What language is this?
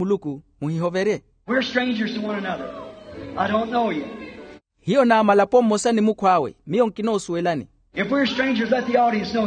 Makhuwa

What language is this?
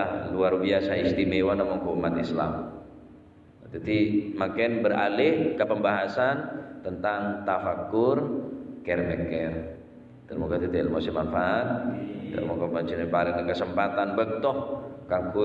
Madurese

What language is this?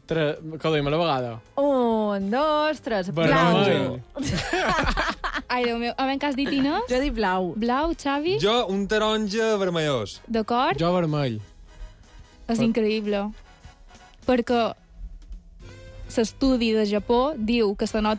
Catalan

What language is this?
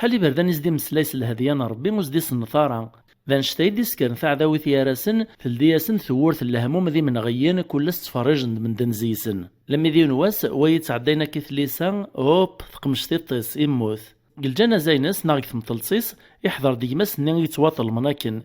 Kabyle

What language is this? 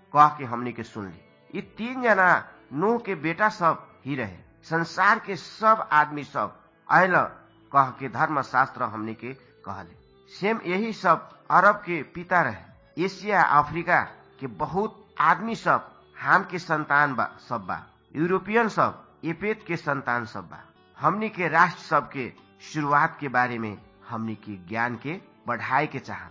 Bhojpuri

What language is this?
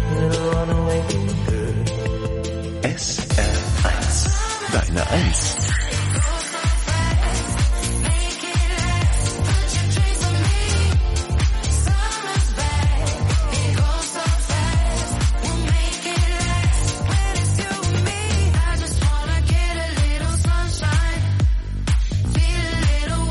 German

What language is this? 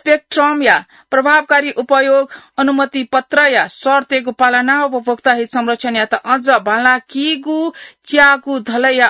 Newari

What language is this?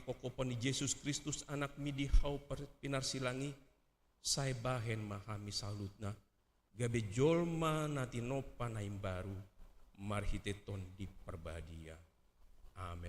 Batak Toba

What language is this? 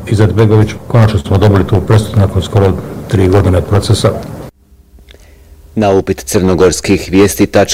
Bosnian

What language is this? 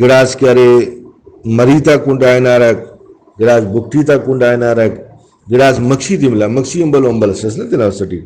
Brahui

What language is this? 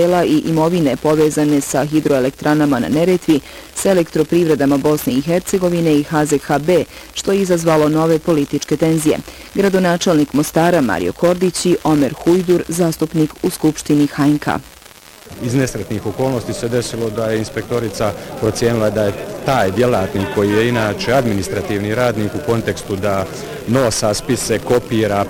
Bosnian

